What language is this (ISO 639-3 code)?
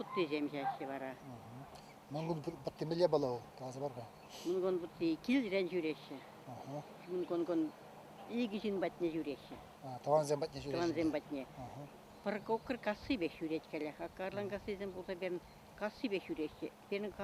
chv